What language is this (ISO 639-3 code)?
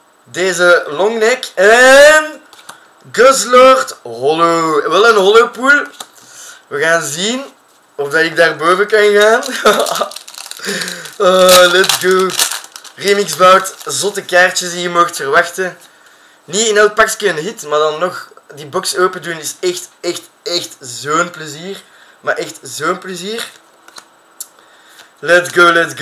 nld